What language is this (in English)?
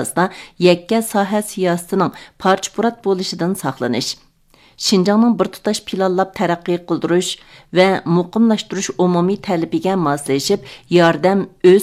Uyghur